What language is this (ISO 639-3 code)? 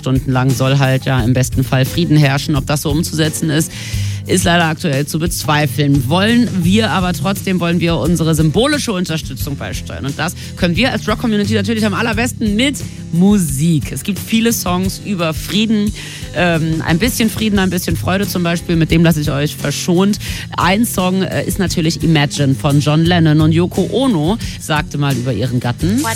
deu